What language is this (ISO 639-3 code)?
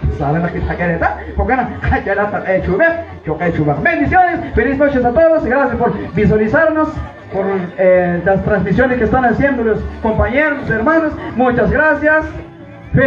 kek